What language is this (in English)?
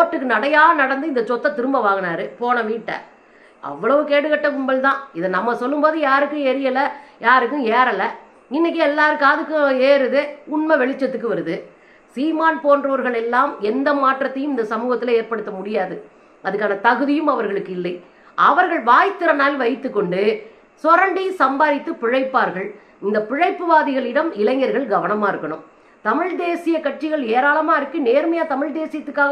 Tamil